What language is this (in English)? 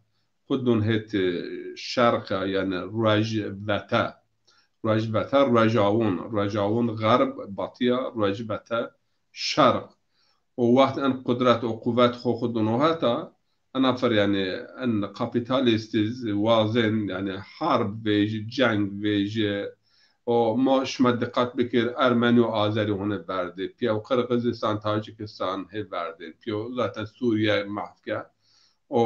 Zaza